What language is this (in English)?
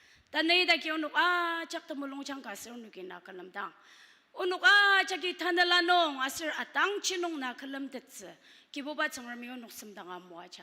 Ao Naga